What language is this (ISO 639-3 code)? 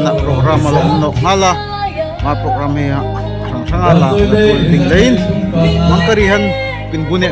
dln